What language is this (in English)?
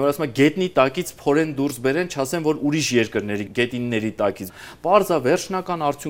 Armenian